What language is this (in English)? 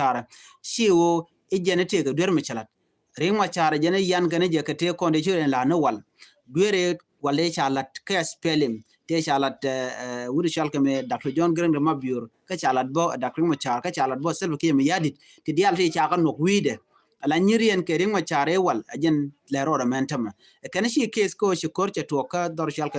Nuer